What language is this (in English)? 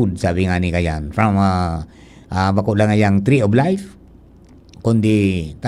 Bikol